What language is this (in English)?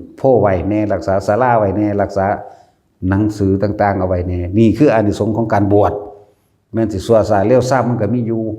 Northeastern Thai